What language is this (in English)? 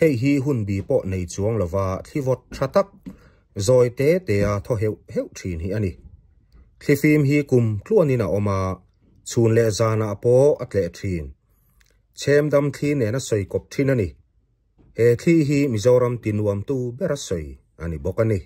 Mizo